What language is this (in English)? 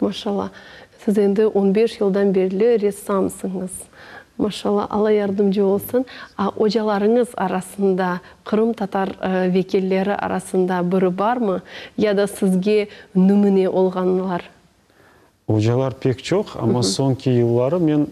Crimean Tatar